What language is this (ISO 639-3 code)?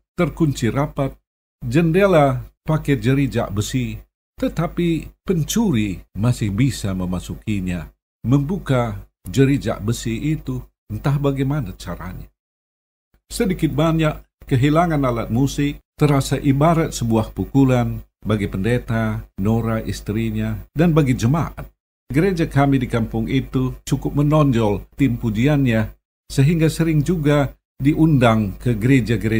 ind